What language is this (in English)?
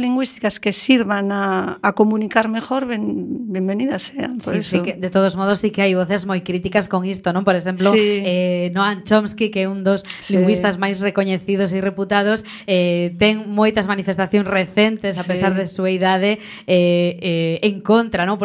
Galician